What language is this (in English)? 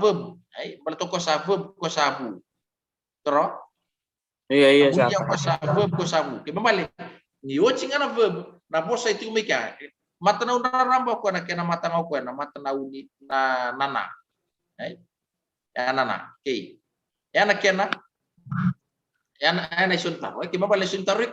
Fijian